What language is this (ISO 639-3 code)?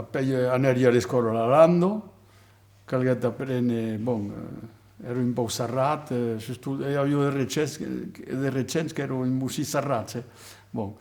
oci